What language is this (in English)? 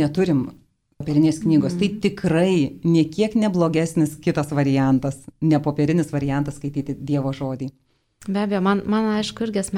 Lithuanian